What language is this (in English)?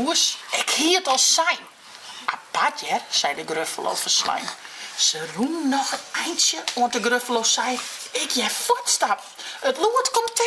Western Frisian